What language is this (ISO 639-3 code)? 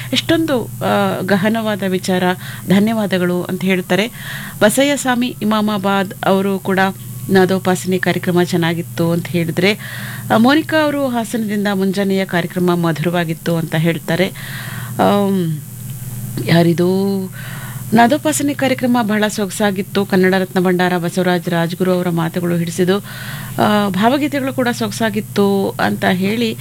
kan